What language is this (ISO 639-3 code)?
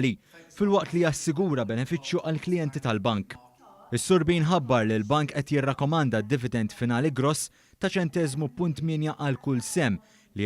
mlt